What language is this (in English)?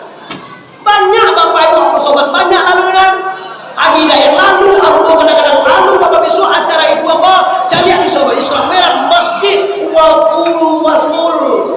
Minangkabau